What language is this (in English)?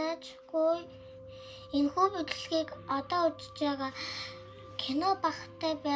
Mongolian